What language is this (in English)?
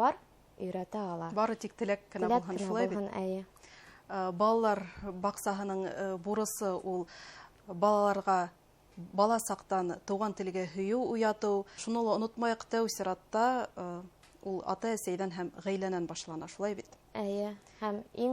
Bashkir